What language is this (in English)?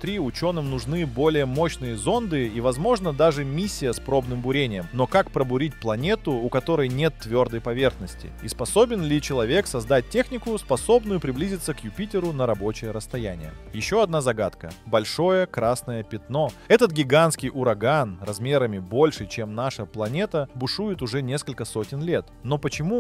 Russian